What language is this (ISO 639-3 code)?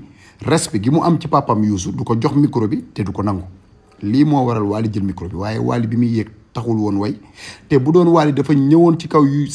wol